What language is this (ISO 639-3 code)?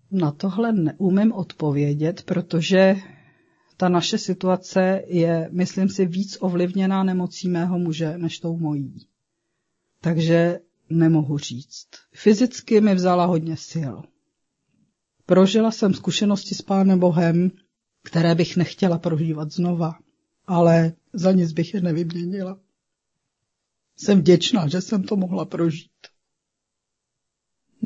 ces